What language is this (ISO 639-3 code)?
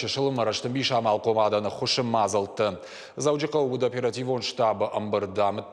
oss